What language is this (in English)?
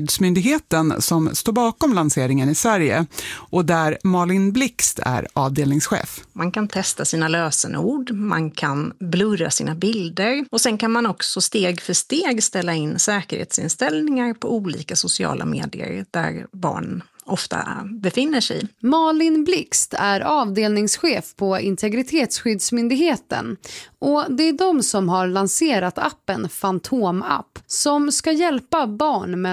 Swedish